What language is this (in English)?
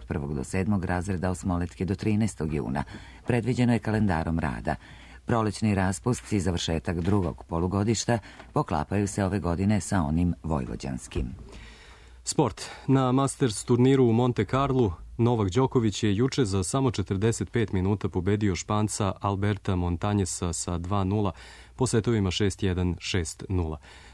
Serbian